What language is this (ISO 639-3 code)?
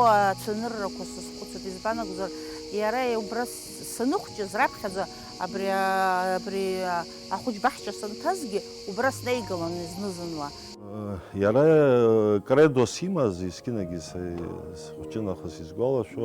abk